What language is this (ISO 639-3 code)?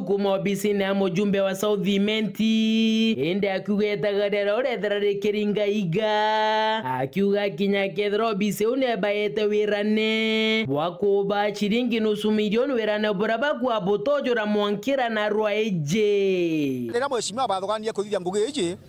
mer